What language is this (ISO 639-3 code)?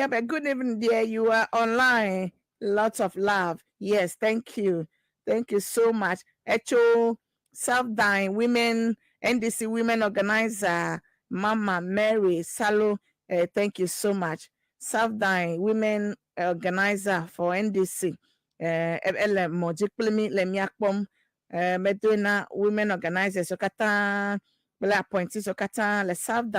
ewe